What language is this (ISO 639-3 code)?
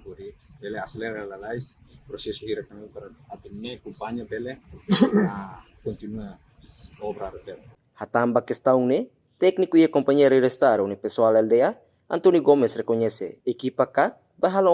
tet